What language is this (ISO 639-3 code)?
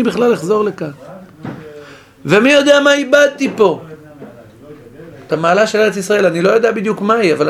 heb